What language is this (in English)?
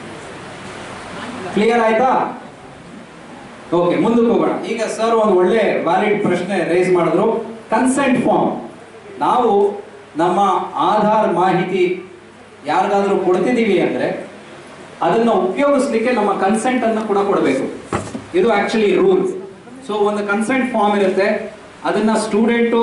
Kannada